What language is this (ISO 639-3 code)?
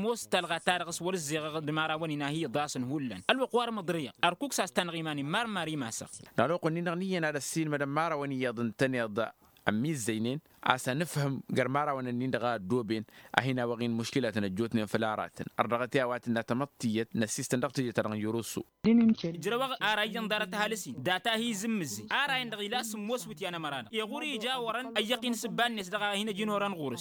taq